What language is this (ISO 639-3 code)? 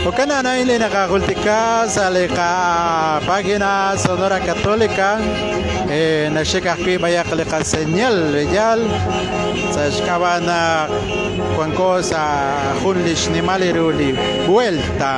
kek